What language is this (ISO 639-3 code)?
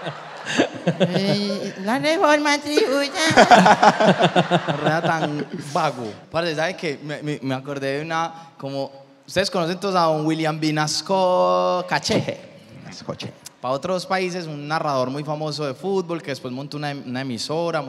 spa